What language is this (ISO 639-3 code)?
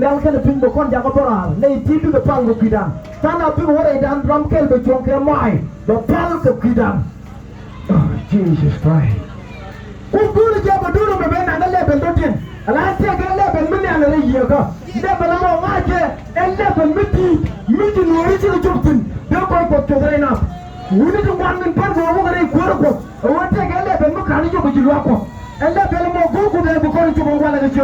nus